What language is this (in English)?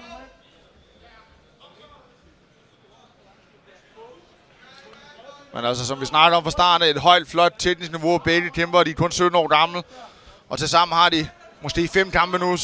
Danish